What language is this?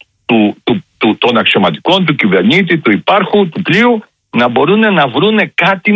Greek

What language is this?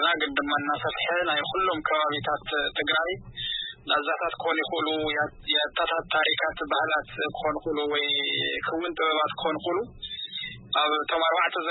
Tigrinya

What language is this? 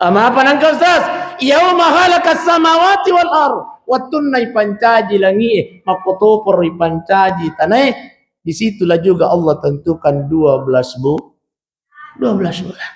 Buginese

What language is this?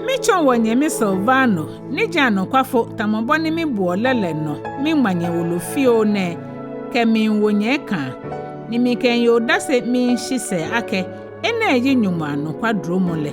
Ga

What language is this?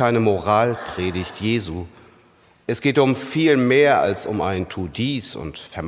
German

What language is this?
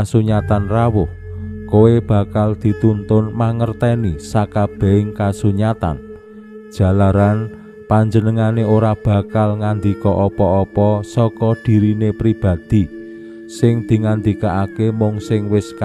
Javanese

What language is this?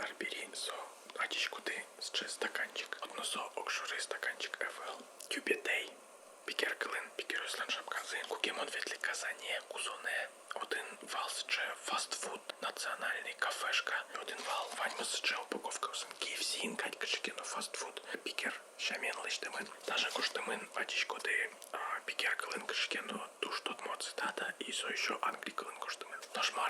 Udmurt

